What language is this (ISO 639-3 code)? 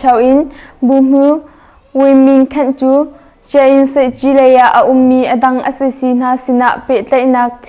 cnh